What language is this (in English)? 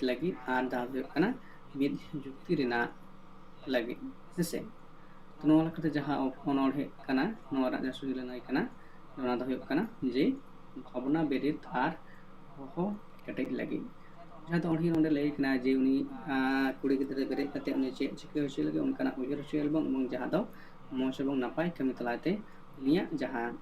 Santali